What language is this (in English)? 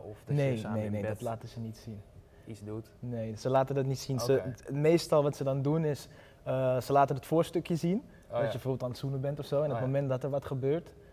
Dutch